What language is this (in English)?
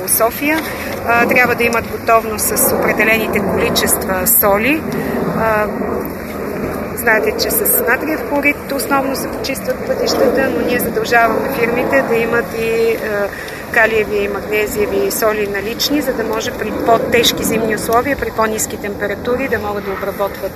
Bulgarian